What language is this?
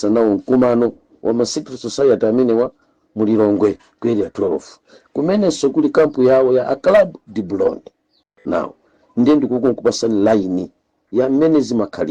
Nyanja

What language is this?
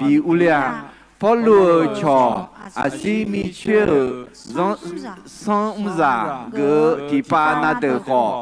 Akha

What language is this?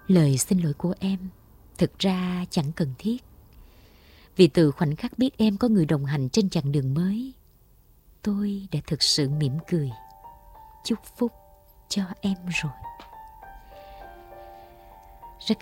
Vietnamese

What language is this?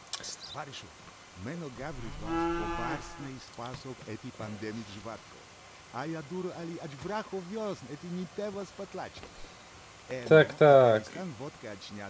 Polish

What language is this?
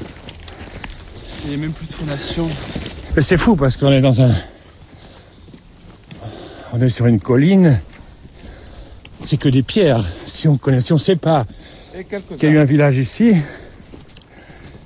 French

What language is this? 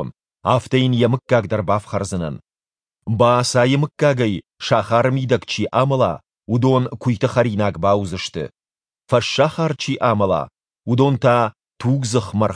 Ossetic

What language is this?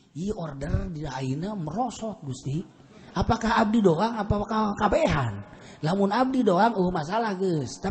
Sundanese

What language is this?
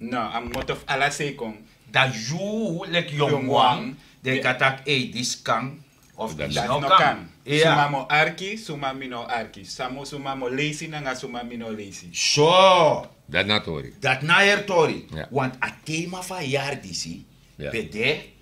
Sranan Tongo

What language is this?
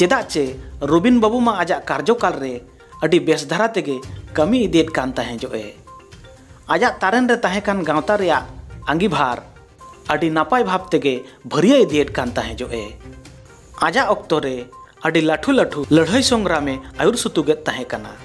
Santali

